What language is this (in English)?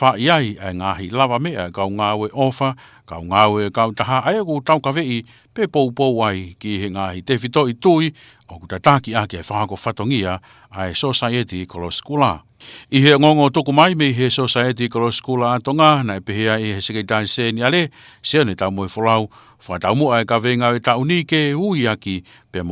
Tongan